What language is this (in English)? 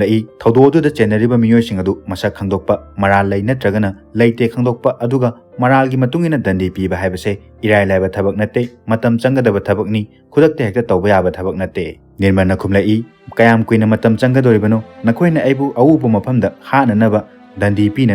Manipuri